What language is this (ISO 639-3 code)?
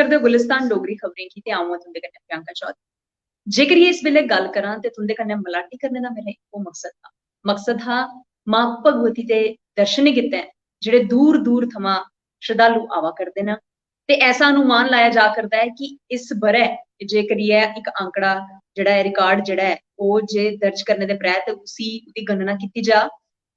doi